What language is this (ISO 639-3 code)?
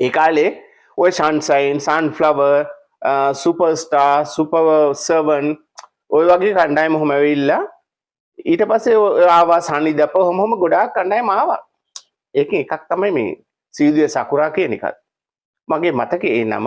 sin